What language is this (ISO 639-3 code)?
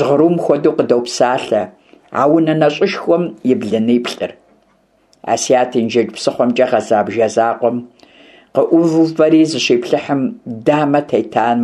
kbd